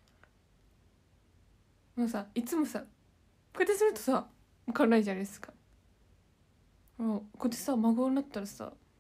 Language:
Japanese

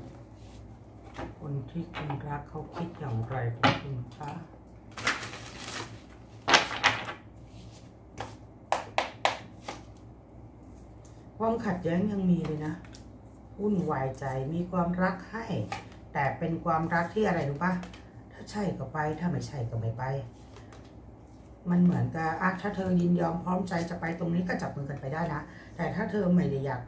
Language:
Thai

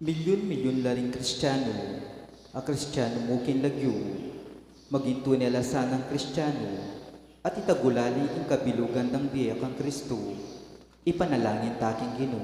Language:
Pampanga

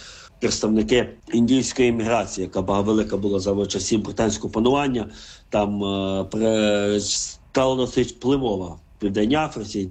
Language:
Ukrainian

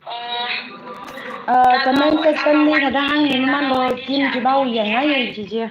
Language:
Tangkhul Naga (India)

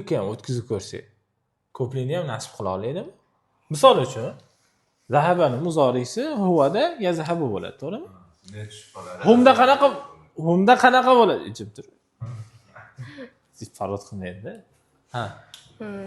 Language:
Uzbek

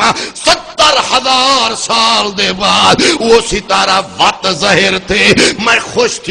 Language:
Saraiki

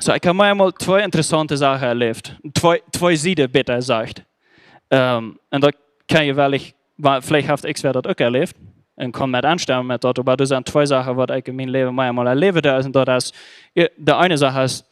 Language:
Plautdietsch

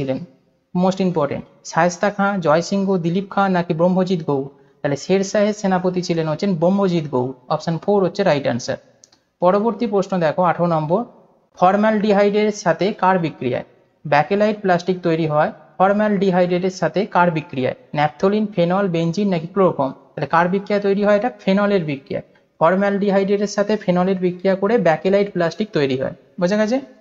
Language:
Bangla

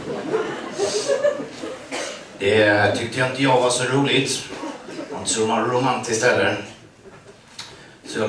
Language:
Swedish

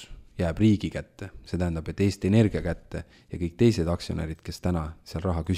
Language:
Estonian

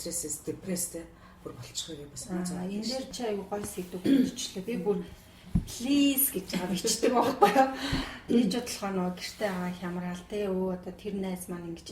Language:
Mongolian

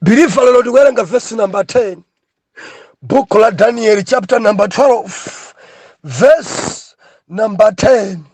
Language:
Nyanja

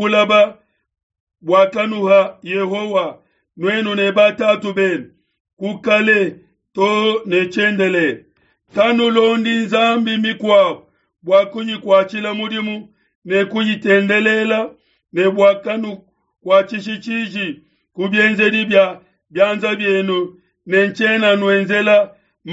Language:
Luba-Lulua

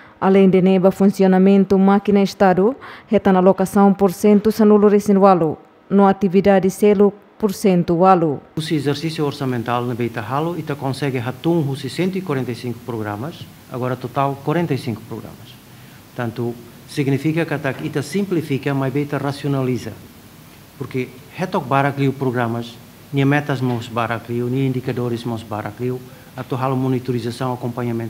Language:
Tetum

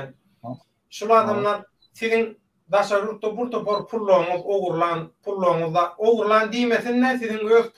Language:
Turkmen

